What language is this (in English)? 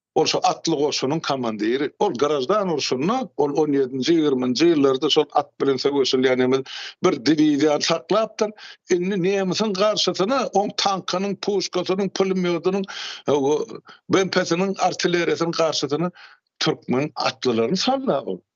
Turkmen